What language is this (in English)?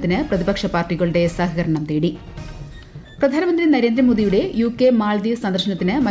Malayalam